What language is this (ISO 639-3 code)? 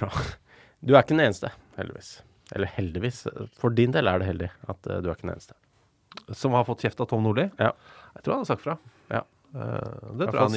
nor